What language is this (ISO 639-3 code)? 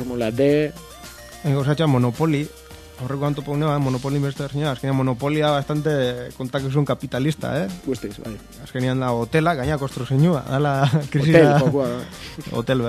eus